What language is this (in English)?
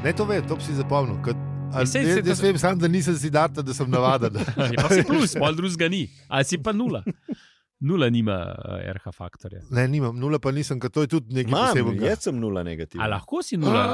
Slovenian